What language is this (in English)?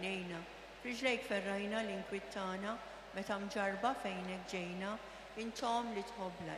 Maltese